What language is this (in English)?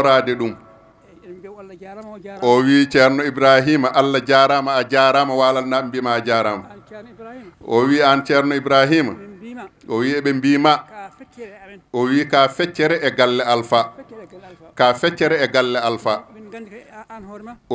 Fula